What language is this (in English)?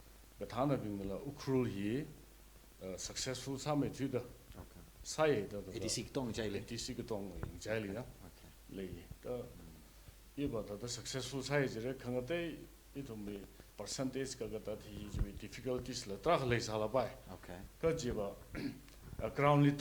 Tangkhul Naga (India)